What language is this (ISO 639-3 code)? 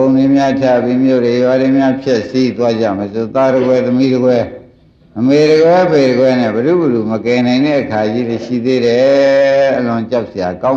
mya